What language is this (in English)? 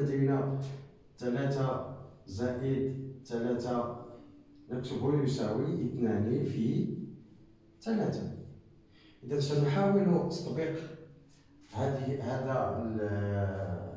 Arabic